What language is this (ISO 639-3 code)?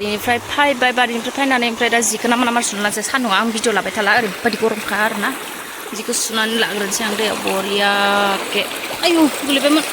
brx